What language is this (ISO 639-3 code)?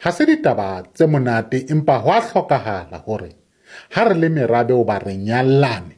sot